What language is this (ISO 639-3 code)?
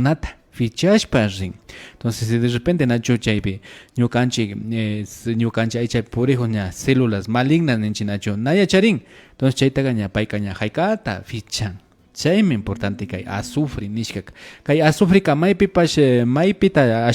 qvi